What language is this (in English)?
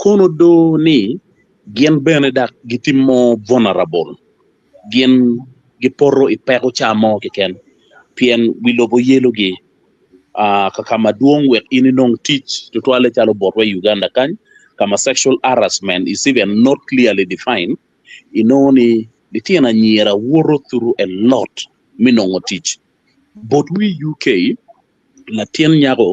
Acoli